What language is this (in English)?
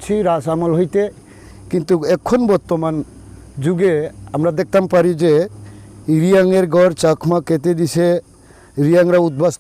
Riang (India)